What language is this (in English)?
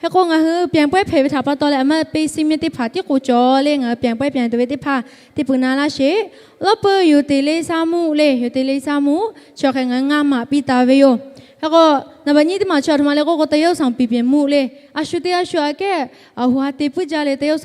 Lahu